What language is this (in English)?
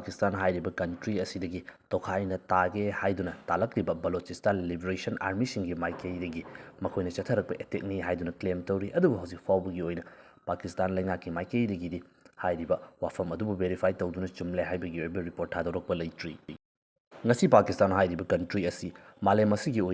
Manipuri